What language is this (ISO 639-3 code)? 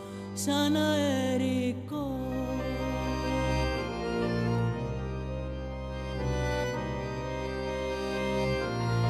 ell